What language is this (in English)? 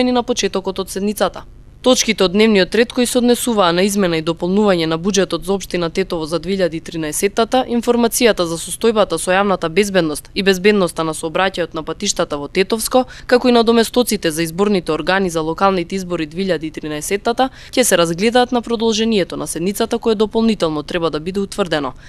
Macedonian